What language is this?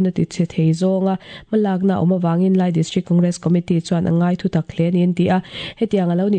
Mizo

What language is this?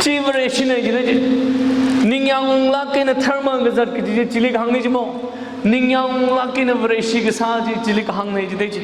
Tangkhul Naga (India)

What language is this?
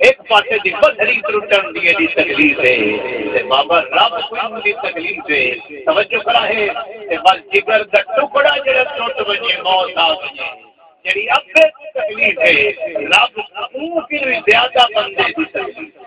Saraiki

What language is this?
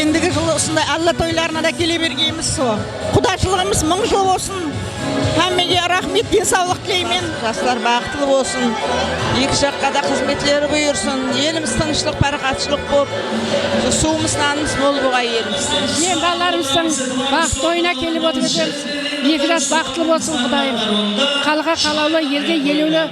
Kara-Kalpak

